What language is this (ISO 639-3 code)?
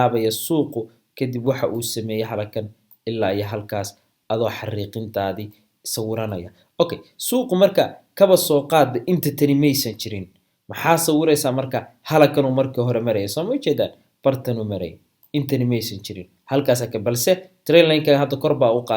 som